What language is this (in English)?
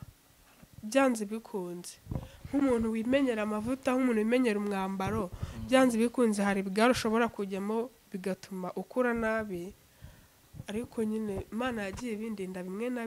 Kinyarwanda